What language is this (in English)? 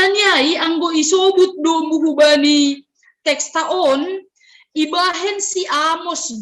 Batak Simalungun